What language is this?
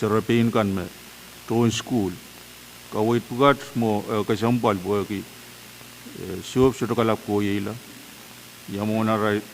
Pohnpeian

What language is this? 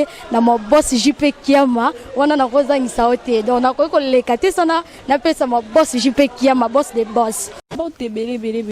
Lingala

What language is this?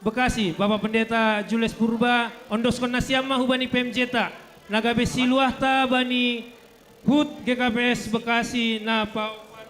Batak Simalungun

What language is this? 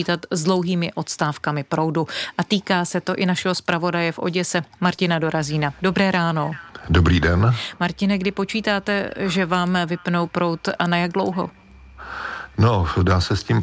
Czech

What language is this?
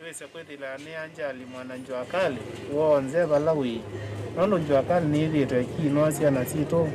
Kamba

